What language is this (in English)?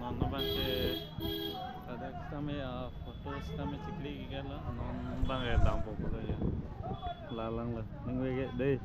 Karbi